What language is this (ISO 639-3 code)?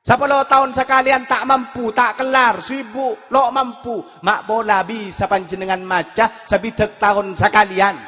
mad